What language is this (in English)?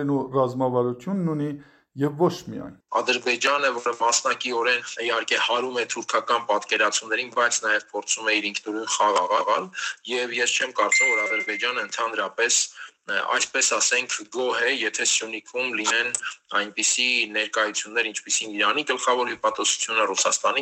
Armenian